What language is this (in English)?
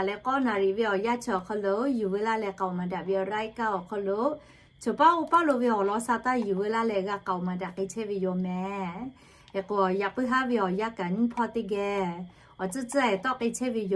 Lahu